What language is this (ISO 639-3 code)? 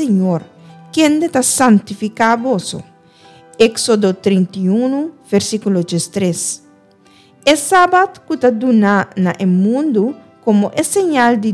pap